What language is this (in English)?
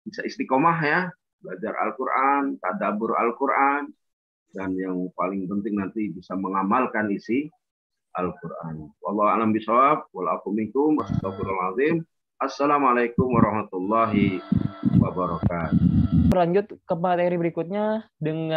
Indonesian